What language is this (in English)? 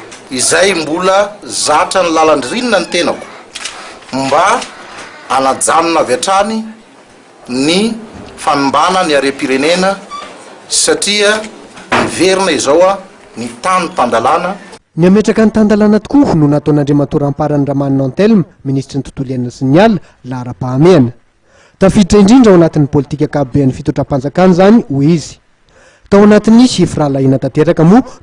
Malagasy